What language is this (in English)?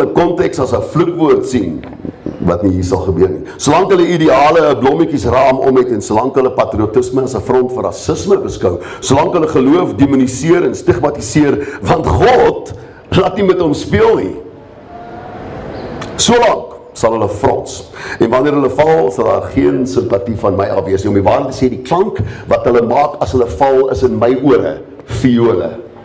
Afrikaans